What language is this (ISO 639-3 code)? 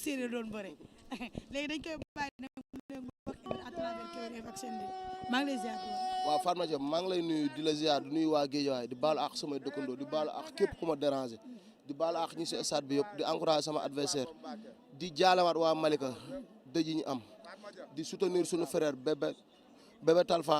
wol